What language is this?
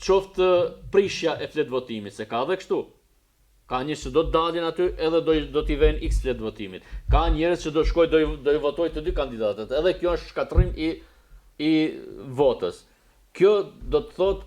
Albanian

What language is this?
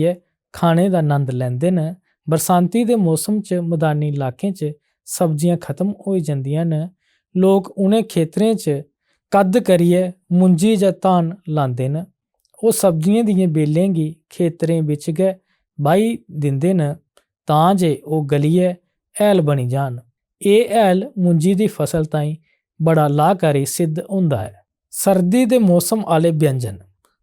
Dogri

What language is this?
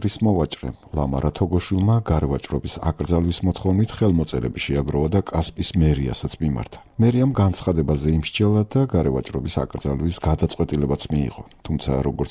Georgian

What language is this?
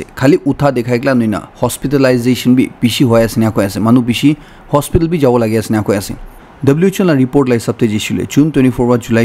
Naga Pidgin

